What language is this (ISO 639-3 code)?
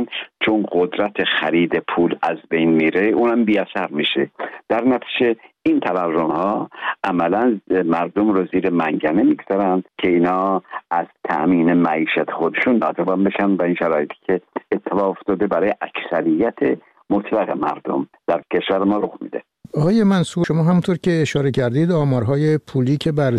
fas